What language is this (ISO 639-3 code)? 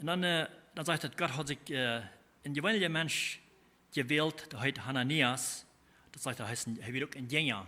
pdt